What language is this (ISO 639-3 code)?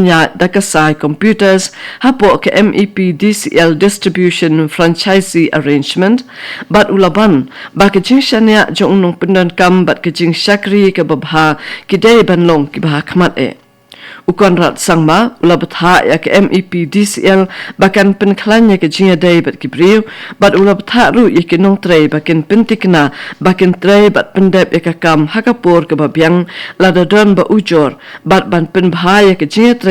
kha